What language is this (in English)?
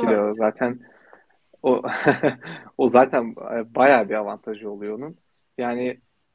Turkish